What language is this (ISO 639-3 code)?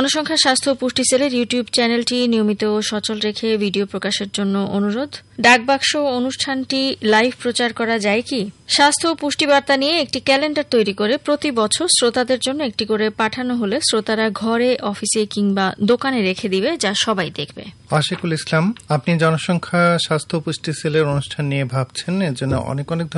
ben